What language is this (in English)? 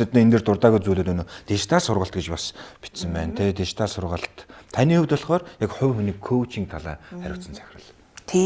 Mongolian